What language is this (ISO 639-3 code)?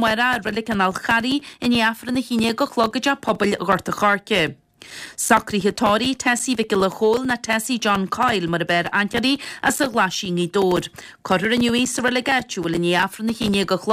gle